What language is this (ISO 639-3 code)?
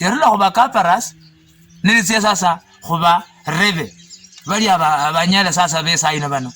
luy